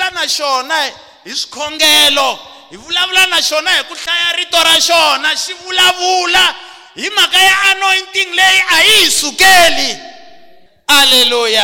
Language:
Tsonga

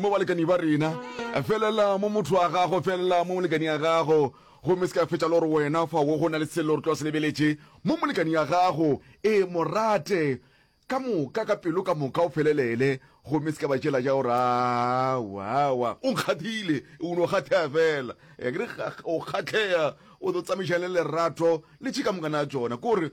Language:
Northern Sotho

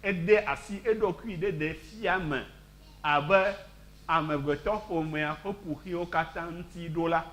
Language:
Ewe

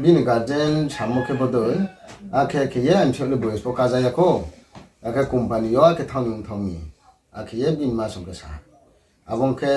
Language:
Riang (India)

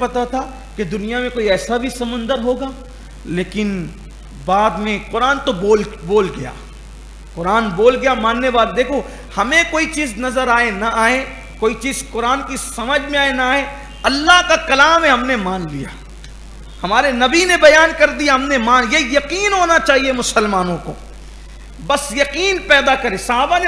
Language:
Urdu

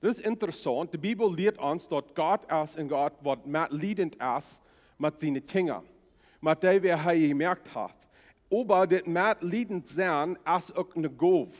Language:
Plautdietsch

